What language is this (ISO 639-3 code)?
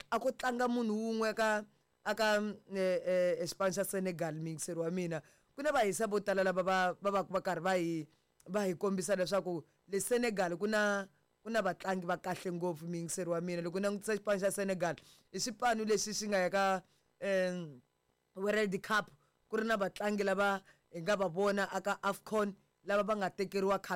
tso